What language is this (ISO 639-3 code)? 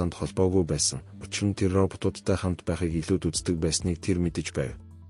mon